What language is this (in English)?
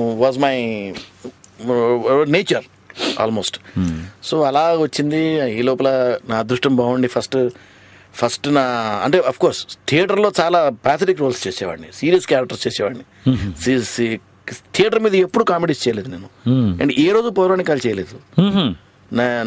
Telugu